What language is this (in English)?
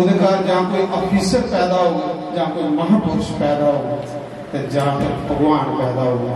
Dogri